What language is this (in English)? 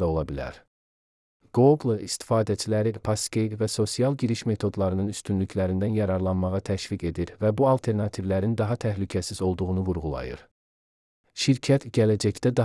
Azerbaijani